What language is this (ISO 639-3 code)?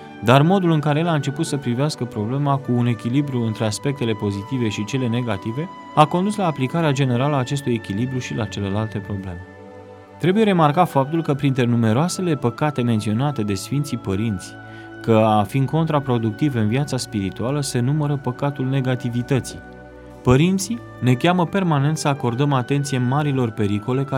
ron